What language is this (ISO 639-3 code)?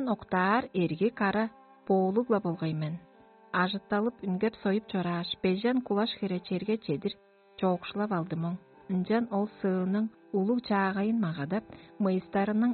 tyv